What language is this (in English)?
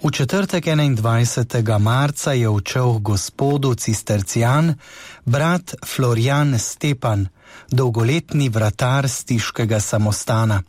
Slovenian